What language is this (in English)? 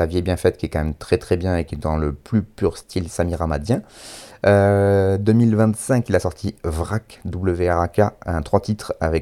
French